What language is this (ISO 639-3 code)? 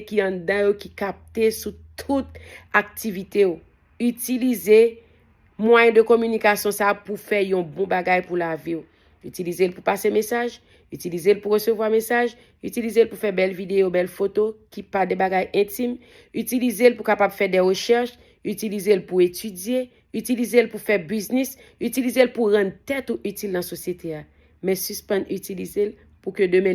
hat